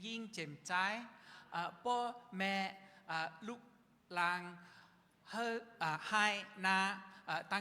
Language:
Shan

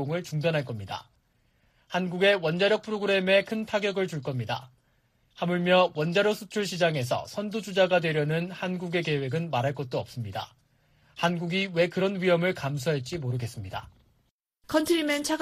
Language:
Korean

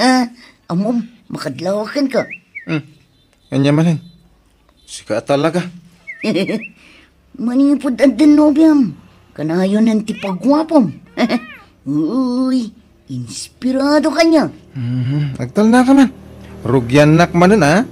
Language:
Iloko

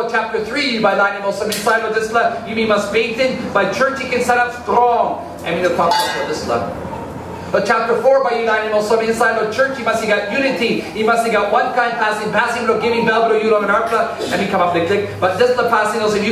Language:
Tok Pisin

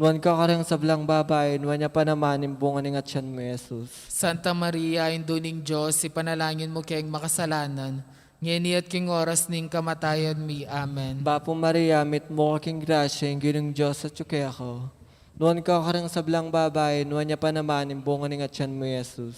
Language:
Pampanga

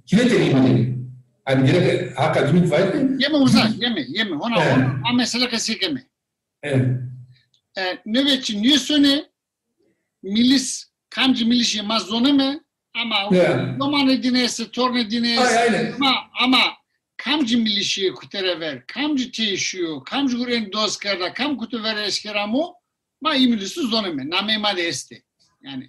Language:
Zaza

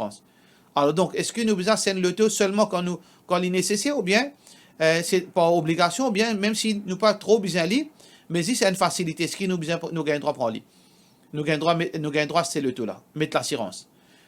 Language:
Morisyen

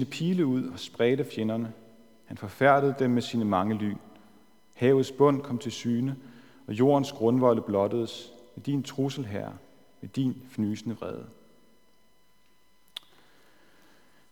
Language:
Danish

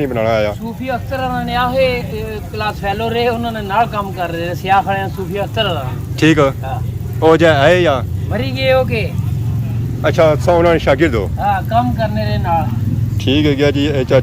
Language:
Pahari-Potwari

